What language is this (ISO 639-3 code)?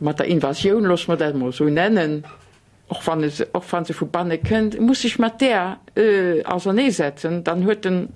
ltz